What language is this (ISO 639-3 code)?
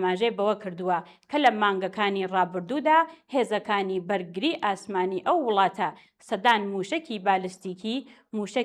ckb